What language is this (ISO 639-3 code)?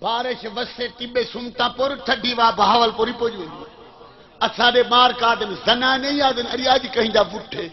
skr